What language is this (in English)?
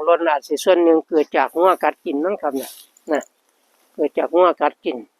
Northeastern Thai